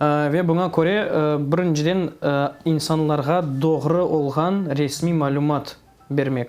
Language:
Crimean Tatar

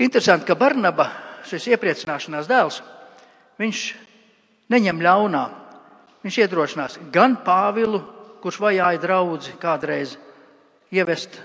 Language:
Latvian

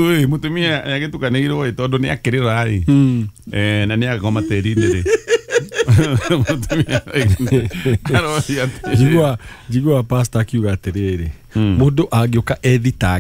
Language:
Kikuyu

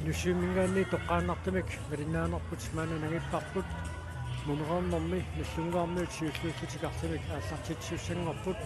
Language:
Kalaallisut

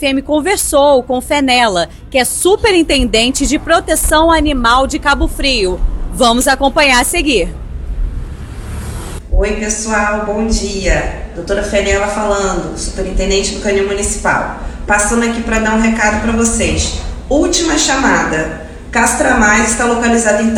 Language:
Portuguese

